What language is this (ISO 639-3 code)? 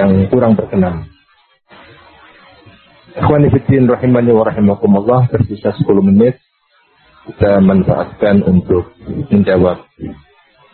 ind